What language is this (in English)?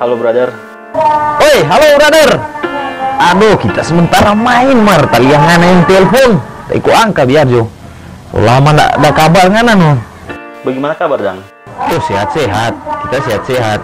Manado Malay